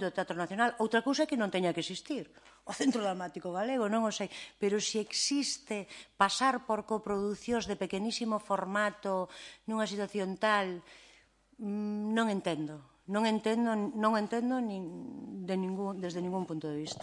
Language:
Galician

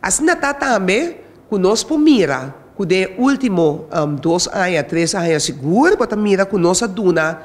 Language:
Papiamento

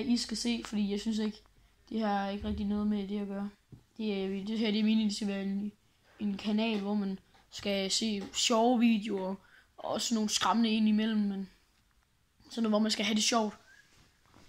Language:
Danish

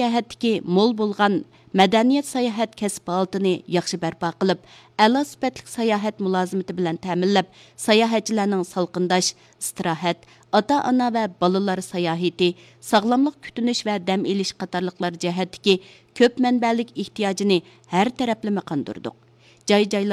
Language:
Uyghur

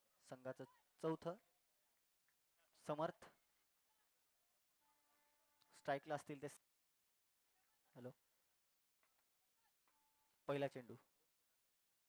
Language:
Marathi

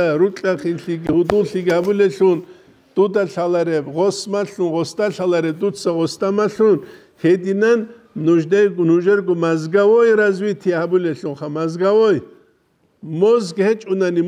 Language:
Avaric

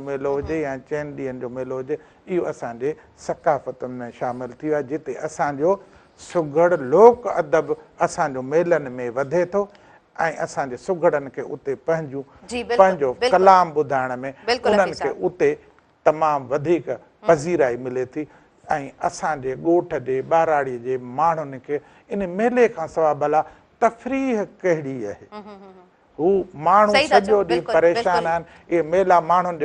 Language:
Sindhi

